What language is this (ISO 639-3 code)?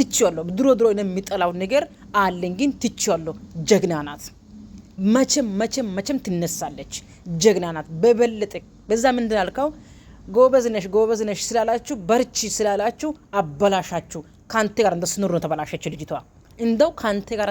amh